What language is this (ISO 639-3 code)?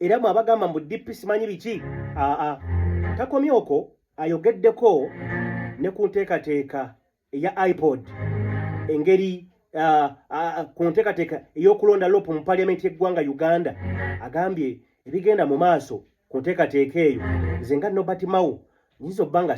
lug